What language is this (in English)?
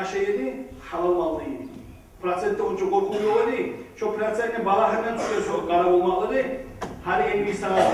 Kumyk